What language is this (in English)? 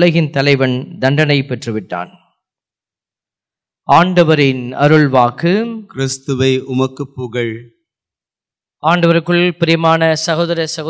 Tamil